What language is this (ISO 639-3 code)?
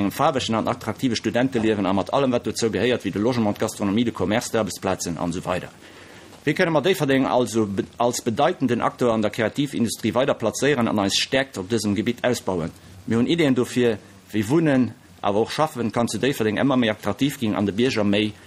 ltz